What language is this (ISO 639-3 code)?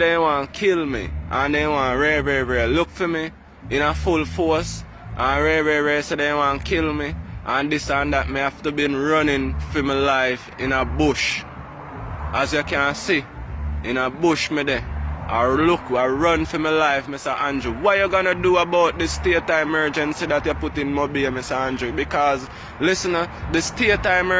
jam